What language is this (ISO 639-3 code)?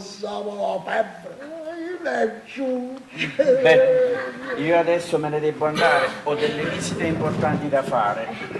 nap